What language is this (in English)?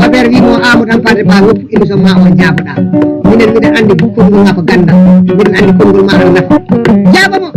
Fula